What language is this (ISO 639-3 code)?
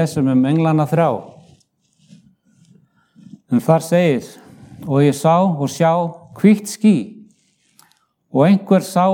isl